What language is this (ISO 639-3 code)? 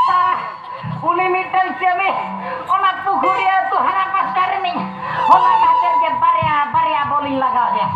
sat